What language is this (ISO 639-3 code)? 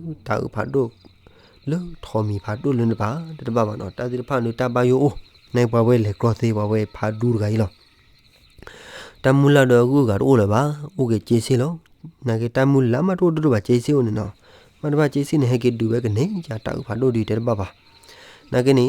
ksw